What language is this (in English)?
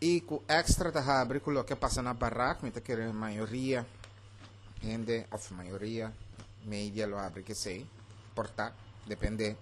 Papiamento